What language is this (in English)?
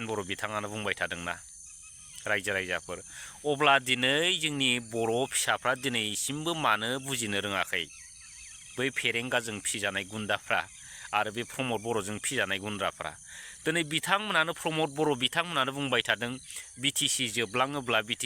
Bodo